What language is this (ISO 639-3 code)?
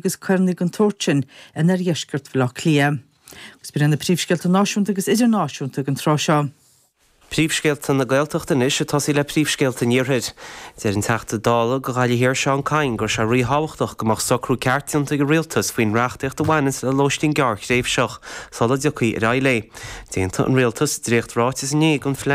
gle